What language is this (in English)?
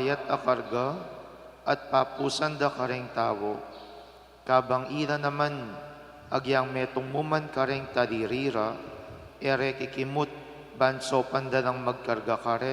Pampanga